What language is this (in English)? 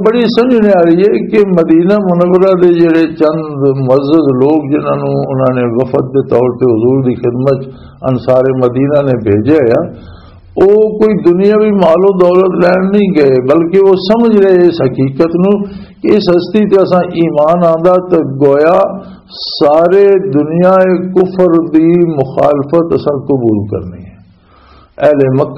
Western Panjabi